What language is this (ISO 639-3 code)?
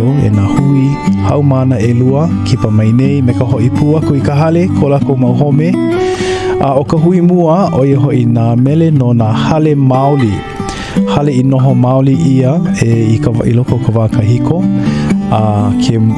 haw